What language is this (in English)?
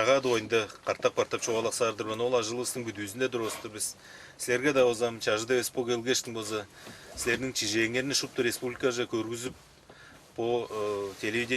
Tuvinian